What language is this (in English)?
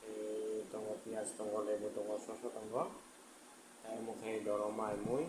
Kok Borok